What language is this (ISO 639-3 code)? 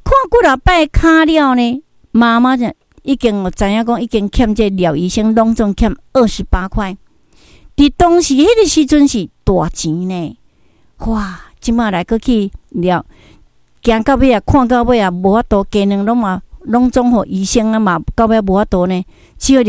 nan